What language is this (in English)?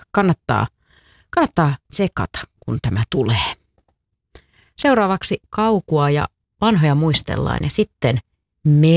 Finnish